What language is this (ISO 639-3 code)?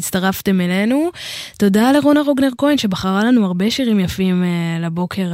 heb